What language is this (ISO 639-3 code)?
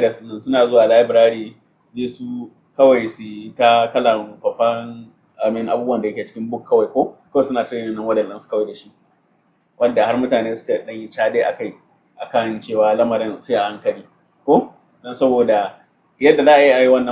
hau